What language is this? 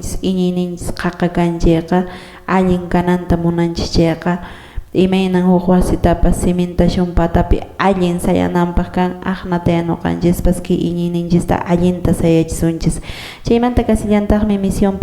Quechua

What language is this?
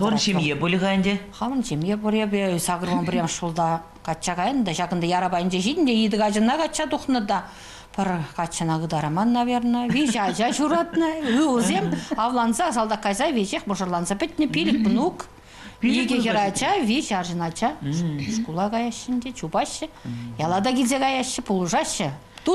Chuvash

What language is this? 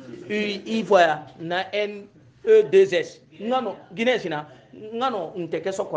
Hausa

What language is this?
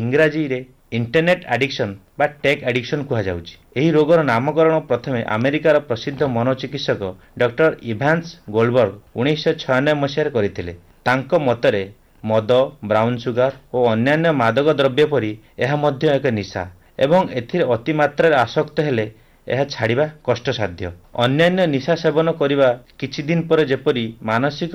Odia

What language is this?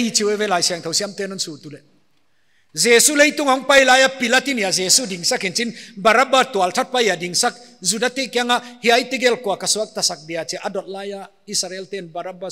Paite Chin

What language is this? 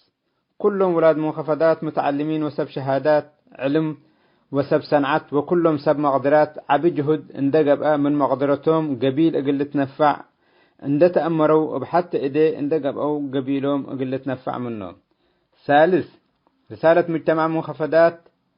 Tigre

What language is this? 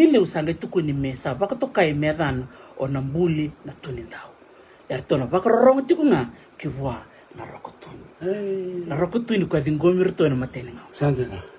Fijian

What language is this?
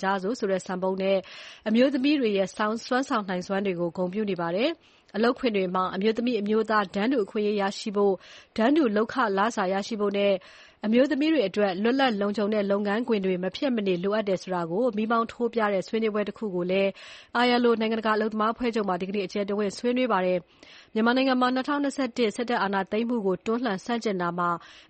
Burmese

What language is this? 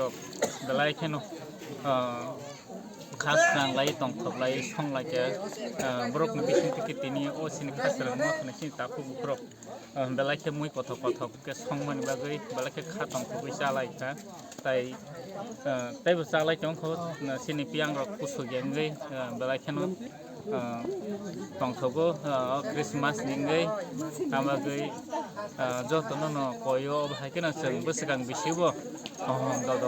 Kok Borok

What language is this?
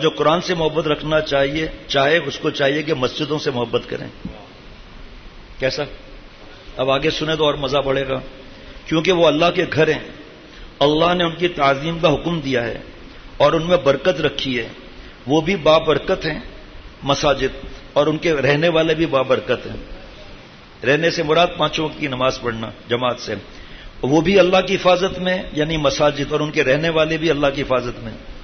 Urdu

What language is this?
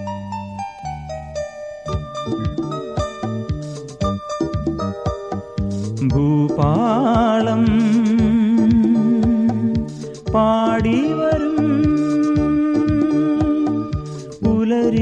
Malayalam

